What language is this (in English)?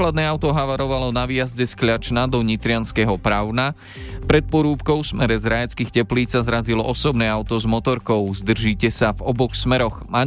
Slovak